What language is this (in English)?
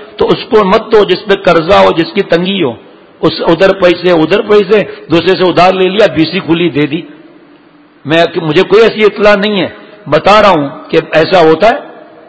Urdu